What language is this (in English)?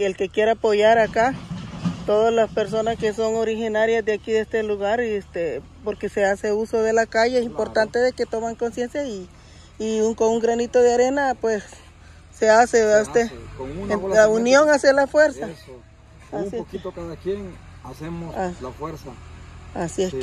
Spanish